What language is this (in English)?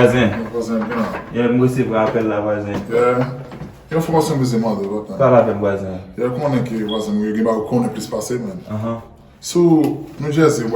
Haitian Creole